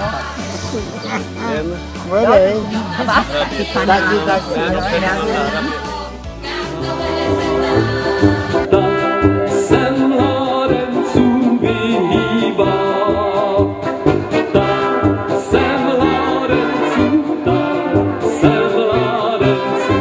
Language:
Czech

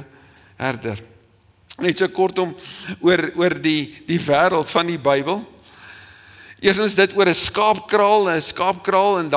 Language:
Afrikaans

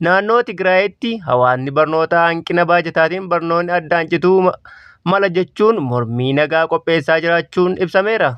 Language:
Oromo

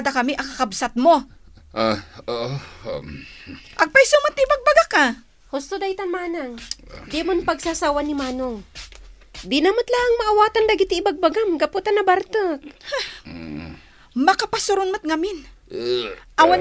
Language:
Iloko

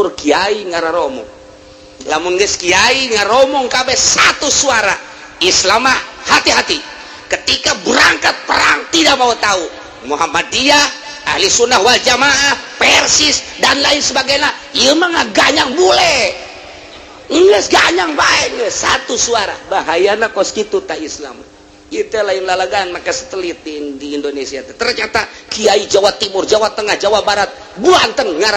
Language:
Sundanese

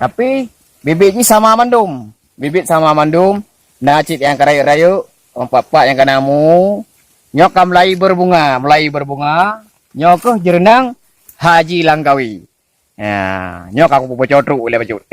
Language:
Achinese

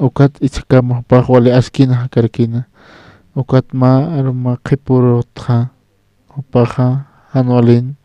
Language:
Aymara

